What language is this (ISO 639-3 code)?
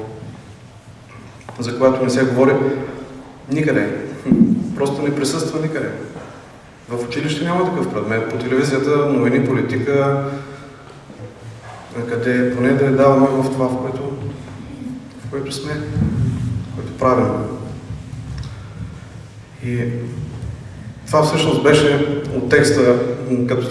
bul